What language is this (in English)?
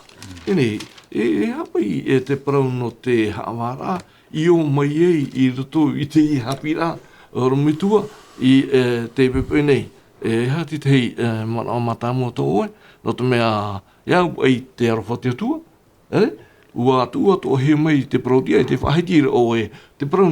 Tahitian